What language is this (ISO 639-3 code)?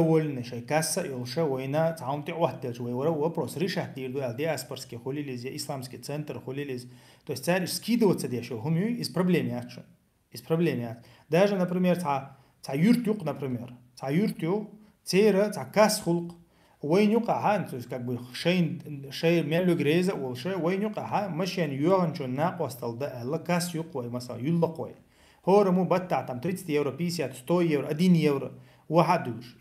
che